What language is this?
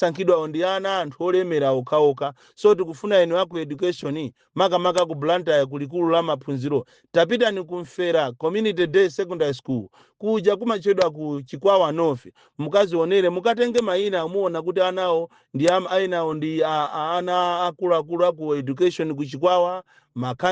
Nyanja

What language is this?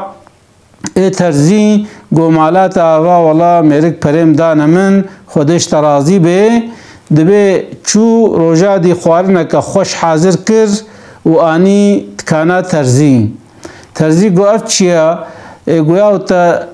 Kurdish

